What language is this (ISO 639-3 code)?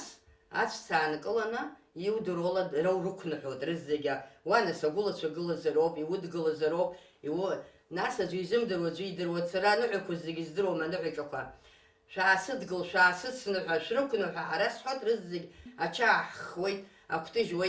abk